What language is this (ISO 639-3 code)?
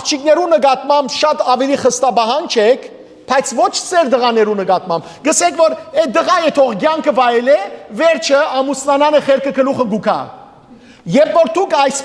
hyw